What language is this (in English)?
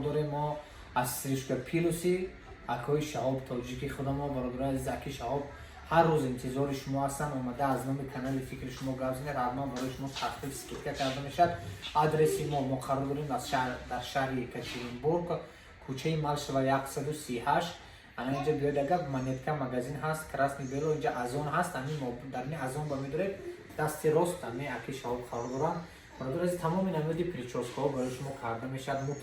Tajik